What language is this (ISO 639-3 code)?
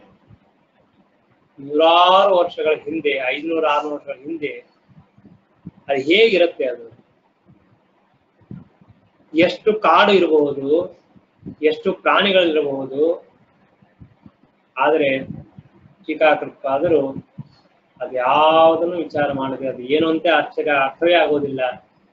kan